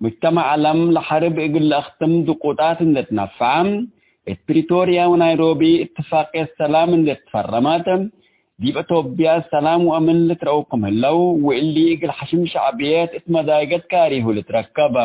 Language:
Tigre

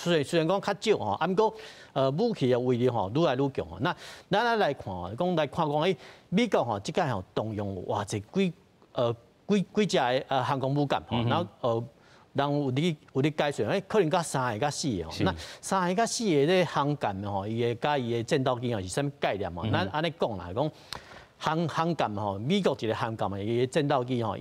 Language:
Min Nan Chinese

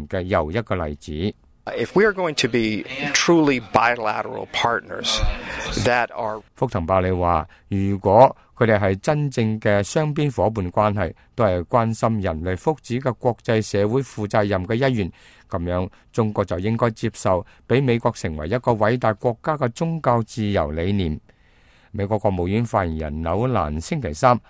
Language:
Cantonese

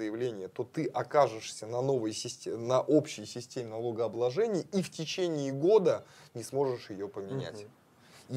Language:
Russian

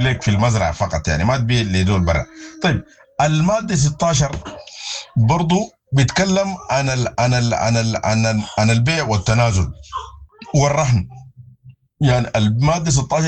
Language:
Sudanese Arabic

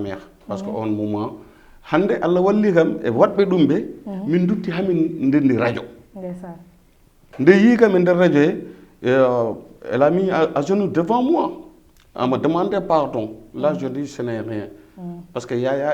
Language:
Fula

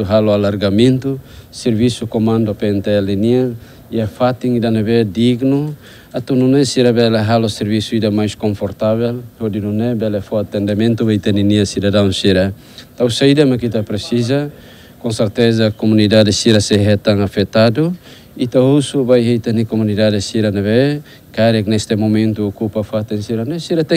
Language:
Tetum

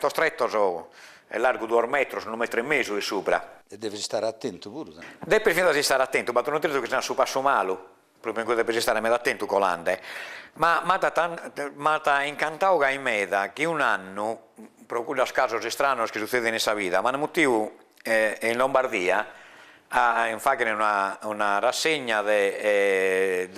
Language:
Sardinian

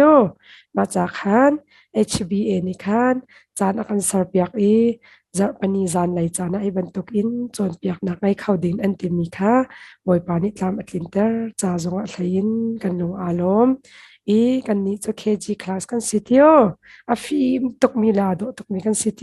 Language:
Hakha Chin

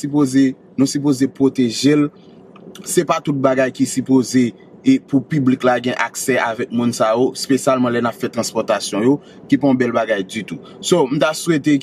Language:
Haitian Creole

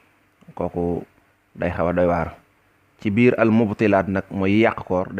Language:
Wolof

